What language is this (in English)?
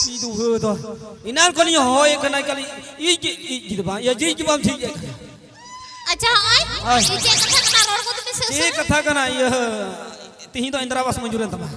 Santali